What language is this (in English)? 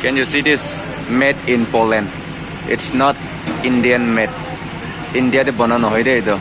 Naga Pidgin